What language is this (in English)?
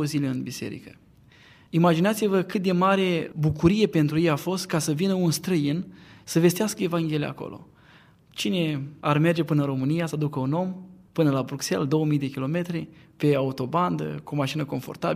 Romanian